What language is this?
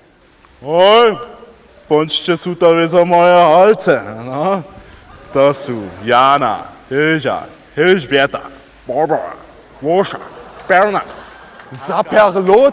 Upper Sorbian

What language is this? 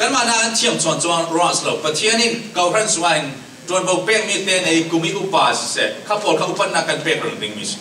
Falam Chin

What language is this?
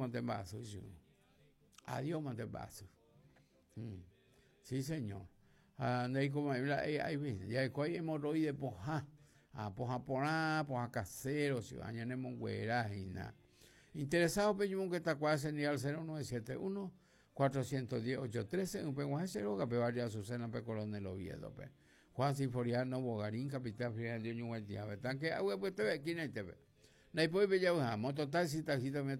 Guarani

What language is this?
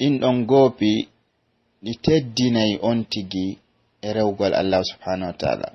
Pular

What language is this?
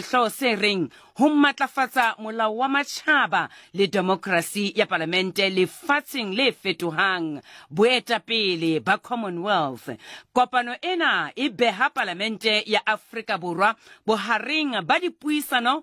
Southern Sotho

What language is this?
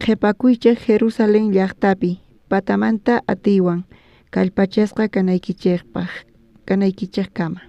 South Bolivian Quechua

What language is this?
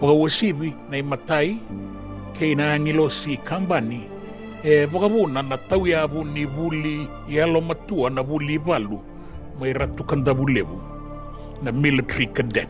Fijian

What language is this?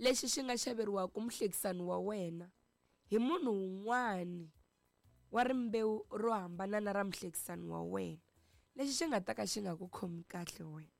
Tsonga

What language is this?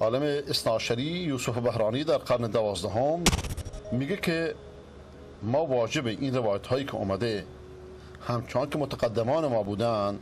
Persian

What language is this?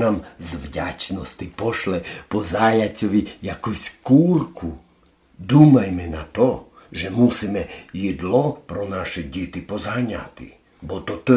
Rusyn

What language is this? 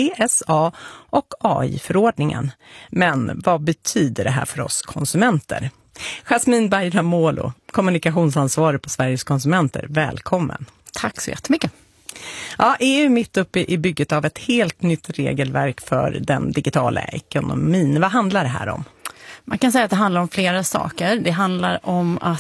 Swedish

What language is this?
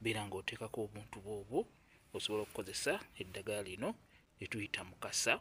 Ganda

